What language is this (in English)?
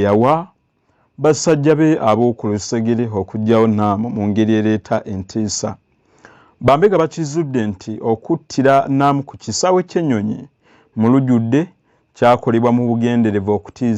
Ganda